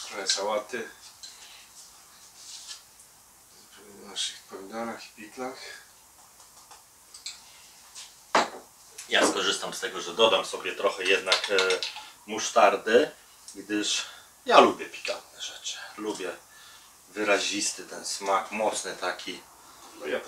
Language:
Polish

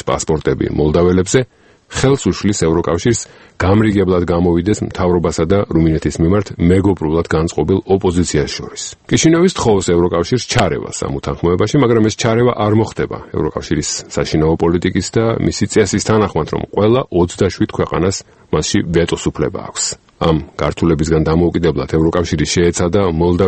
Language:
Georgian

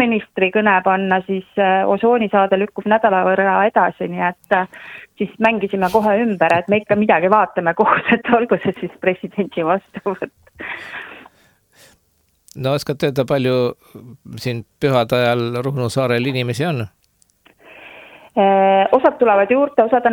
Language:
Estonian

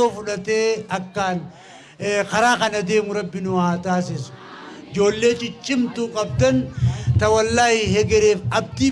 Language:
Oromo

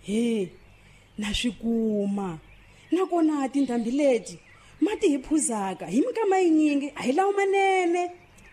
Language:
Tsonga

